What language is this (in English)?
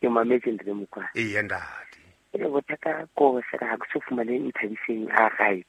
Southern Sotho